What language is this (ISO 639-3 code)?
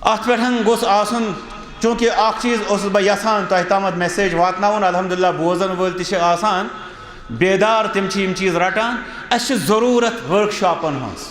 kas